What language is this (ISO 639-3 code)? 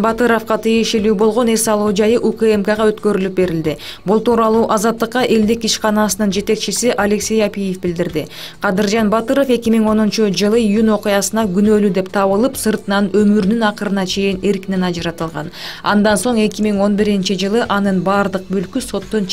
kir